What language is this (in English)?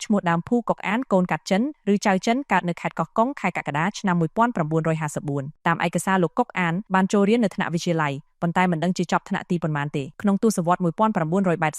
Khmer